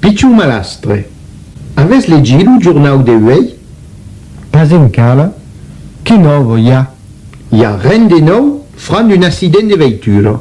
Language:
Occitan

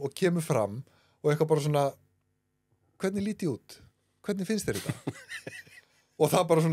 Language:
Icelandic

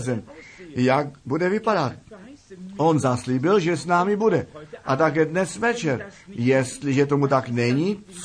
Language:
Czech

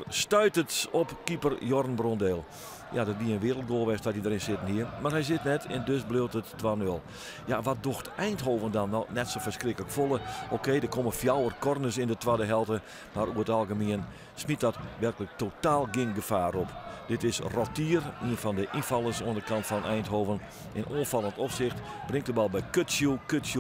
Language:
Western Frisian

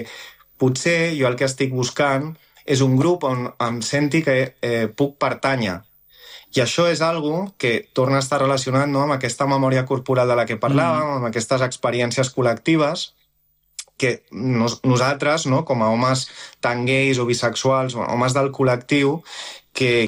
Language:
Catalan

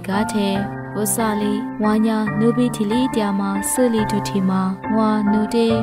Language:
Lisu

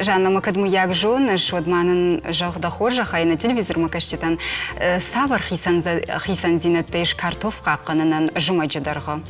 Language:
Ossetic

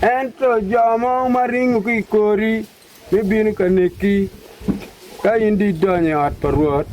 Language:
Acoli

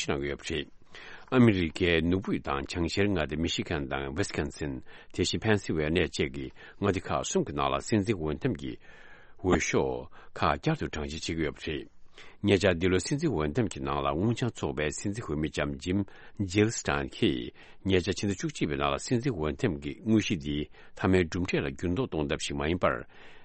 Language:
Tibetan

